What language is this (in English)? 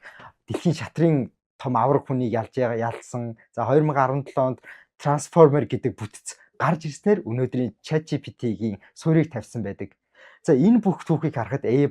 Mongolian